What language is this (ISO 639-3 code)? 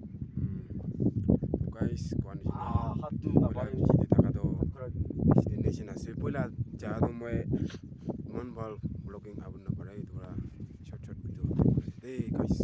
nag